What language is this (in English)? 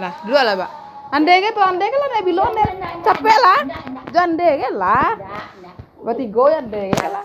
Minangkabau